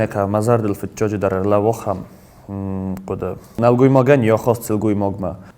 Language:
Ossetic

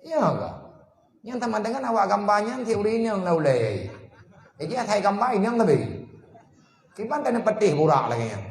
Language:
Achinese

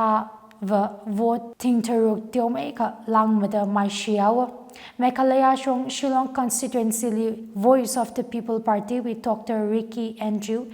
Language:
Tangkhul Naga (India)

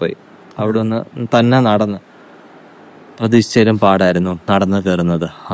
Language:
Malayalam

